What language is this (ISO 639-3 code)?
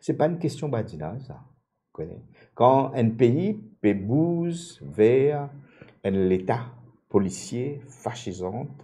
mfe